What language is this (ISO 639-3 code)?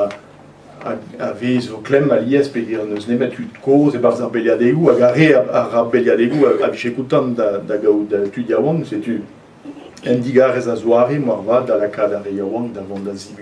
bre